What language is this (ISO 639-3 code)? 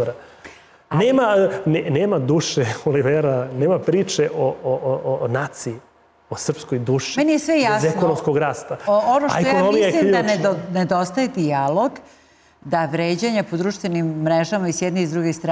srp